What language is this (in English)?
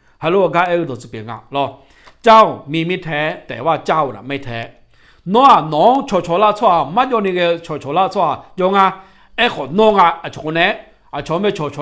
Akha